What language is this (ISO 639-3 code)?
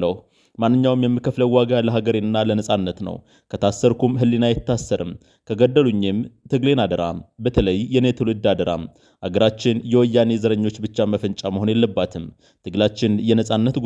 amh